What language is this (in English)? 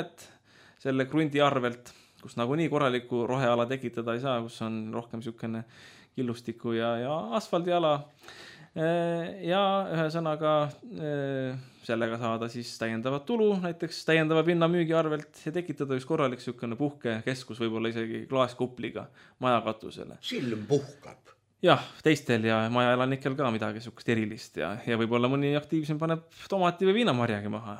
Estonian